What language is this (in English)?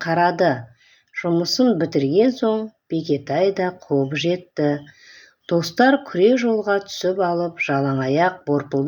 Kazakh